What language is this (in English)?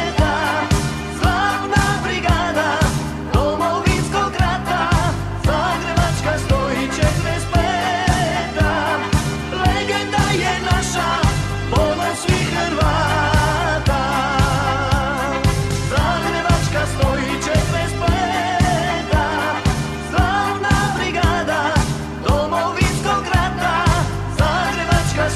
Croatian